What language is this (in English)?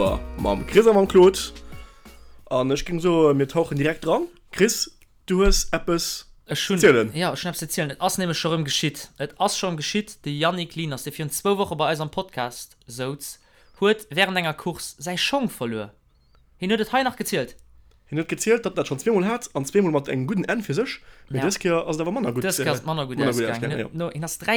Luxembourgish